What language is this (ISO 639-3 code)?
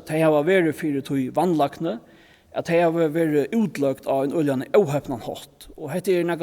fao